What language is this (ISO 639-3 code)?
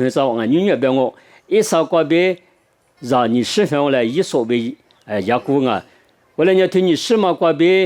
lis